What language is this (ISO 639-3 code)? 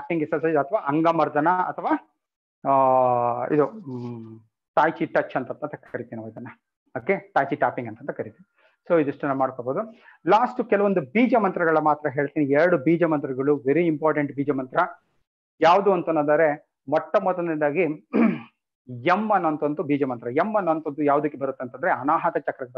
kan